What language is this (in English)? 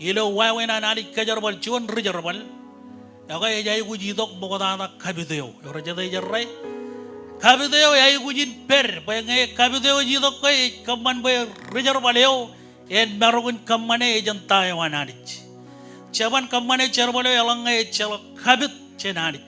Marshallese